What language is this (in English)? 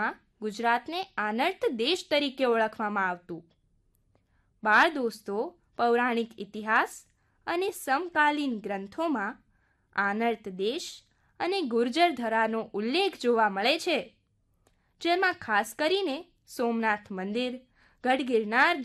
Gujarati